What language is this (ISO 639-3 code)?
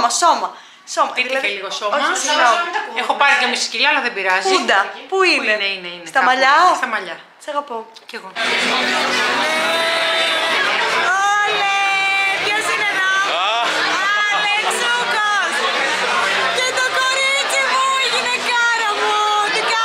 ell